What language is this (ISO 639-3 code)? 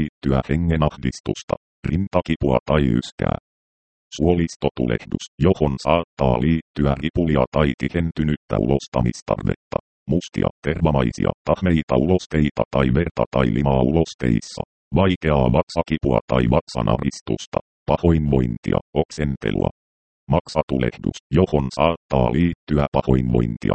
fin